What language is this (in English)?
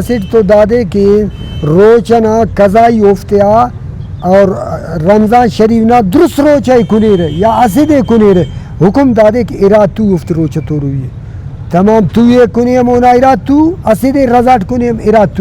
Brahui